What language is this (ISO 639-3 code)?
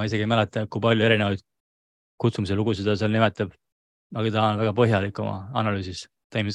est